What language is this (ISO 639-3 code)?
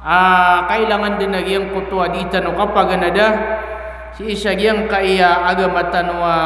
mrw